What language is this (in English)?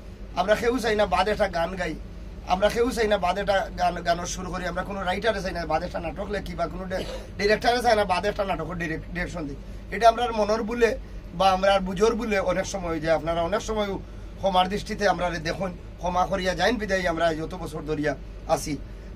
Sylheti